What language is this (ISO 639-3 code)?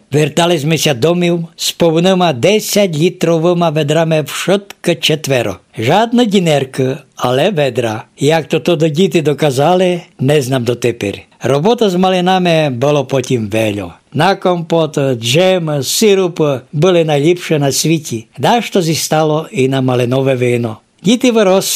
rue